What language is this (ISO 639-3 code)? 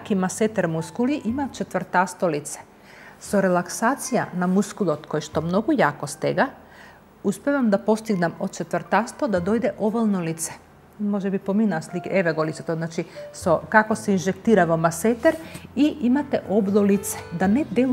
mkd